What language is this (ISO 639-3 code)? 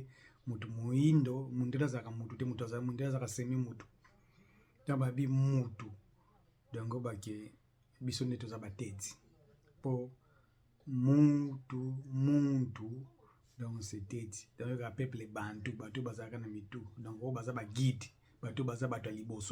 lin